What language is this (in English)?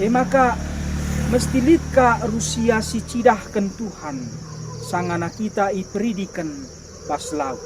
Batak Karo